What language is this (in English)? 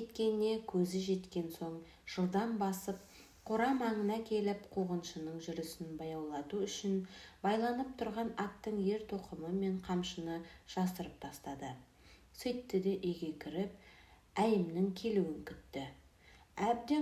Kazakh